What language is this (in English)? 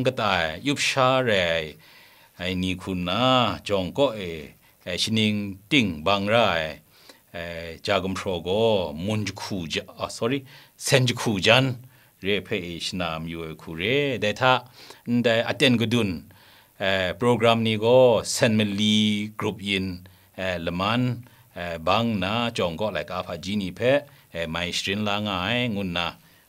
Kachin